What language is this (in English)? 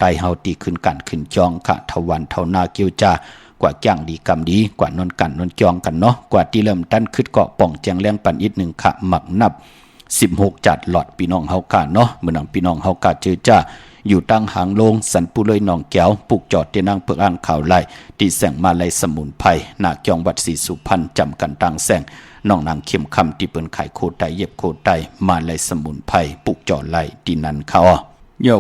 Shan